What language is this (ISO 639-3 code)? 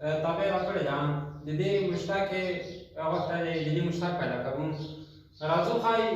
pus